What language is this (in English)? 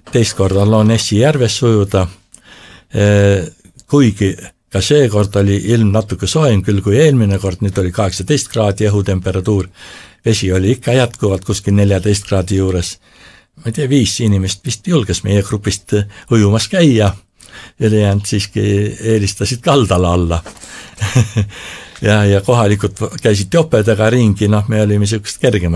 Estonian